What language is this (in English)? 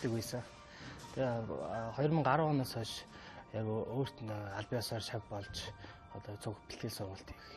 Mongolian